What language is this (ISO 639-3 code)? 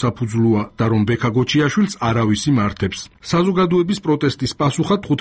kat